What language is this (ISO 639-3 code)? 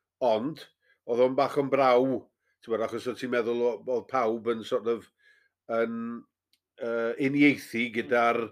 cym